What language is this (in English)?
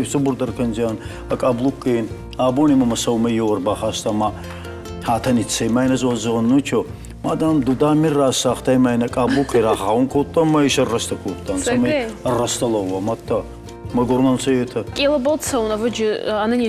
Ossetic